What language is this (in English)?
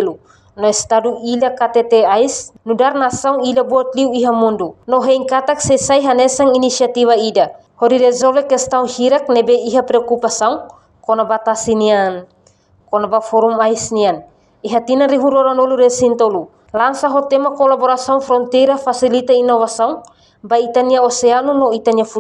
Tetum